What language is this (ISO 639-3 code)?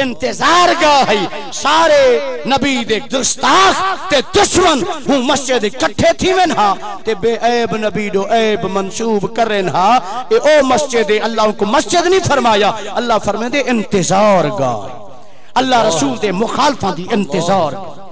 skr